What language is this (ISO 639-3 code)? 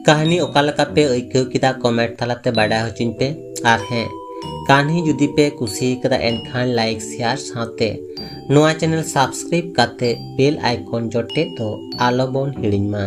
sat